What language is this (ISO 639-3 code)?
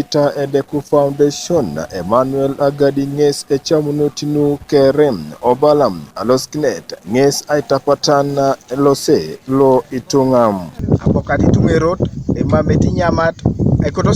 teo